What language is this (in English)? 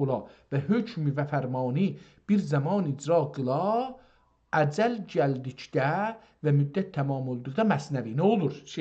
South Azerbaijani